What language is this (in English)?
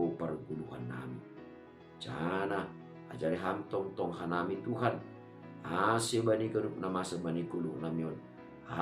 Batak Simalungun